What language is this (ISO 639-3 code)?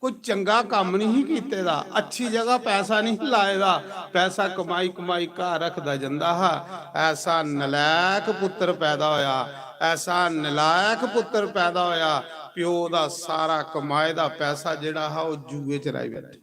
doi